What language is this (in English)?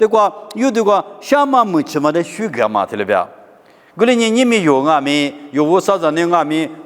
Lisu